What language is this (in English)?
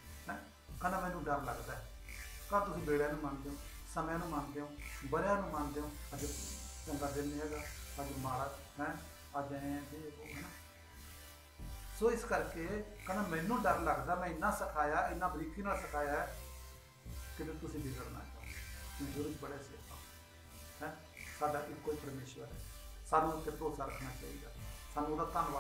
Punjabi